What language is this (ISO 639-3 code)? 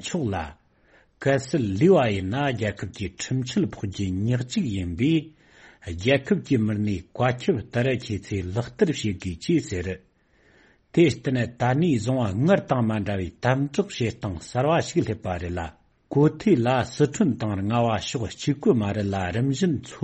bod